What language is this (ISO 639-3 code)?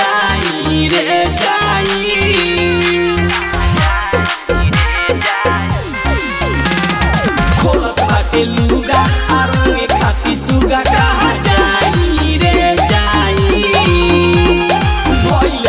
bho